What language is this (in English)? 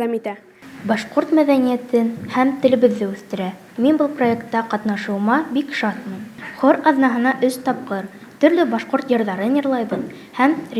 Bashkir